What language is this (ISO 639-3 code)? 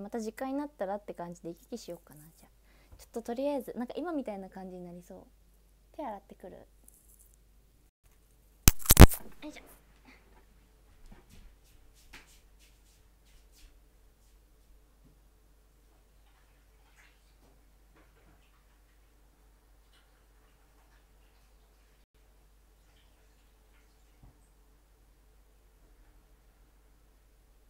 jpn